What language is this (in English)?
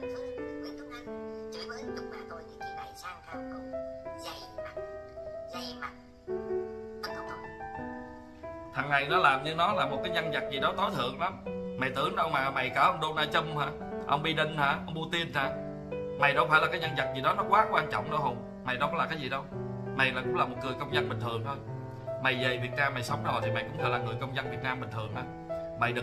Vietnamese